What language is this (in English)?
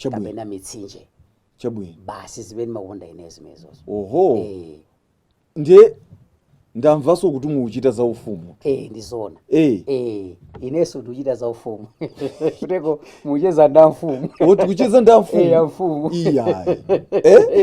Nyanja